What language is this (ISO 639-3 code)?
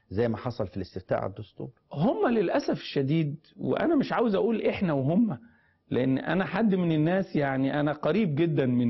arz